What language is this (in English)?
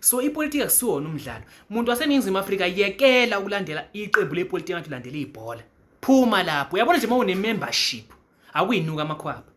Zulu